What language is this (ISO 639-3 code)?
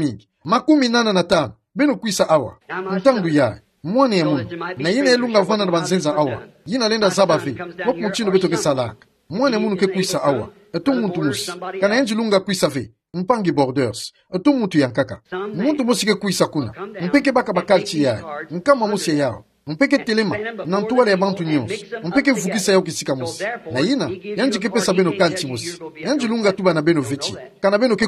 ktu